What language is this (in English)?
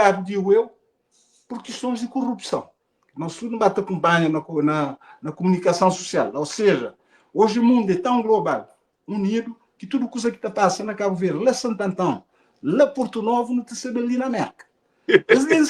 Kabuverdianu